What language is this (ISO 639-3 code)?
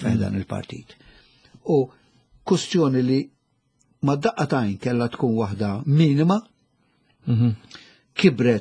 mlt